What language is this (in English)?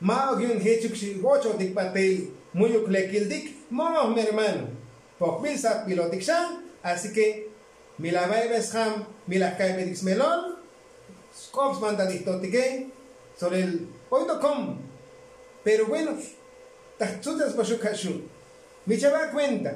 Tzotzil